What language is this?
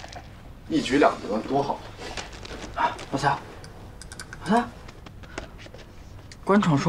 Chinese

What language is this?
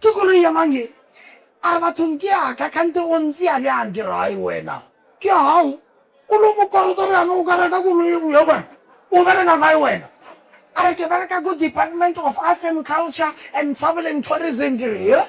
Northern Sotho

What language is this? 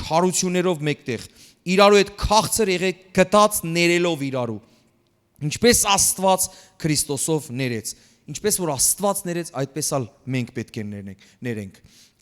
Western Armenian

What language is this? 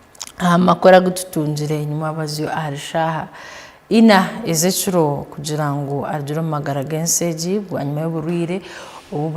Tooro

